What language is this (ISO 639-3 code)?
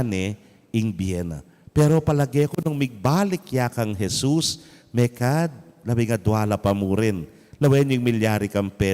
pam